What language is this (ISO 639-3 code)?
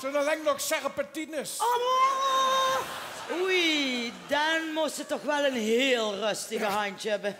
lim